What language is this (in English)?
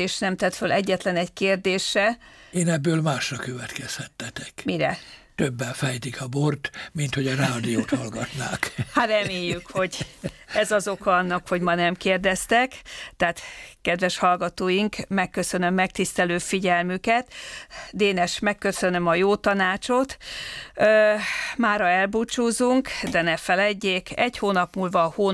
Hungarian